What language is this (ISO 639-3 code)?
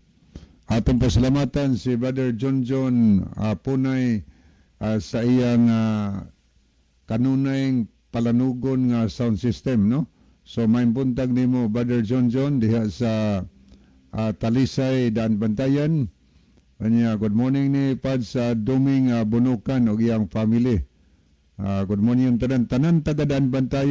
ceb